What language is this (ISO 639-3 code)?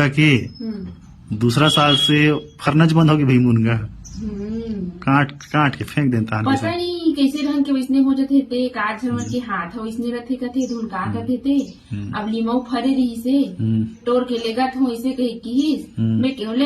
hne